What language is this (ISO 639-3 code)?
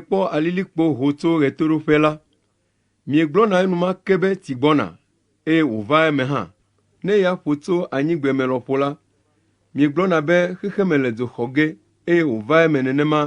ewe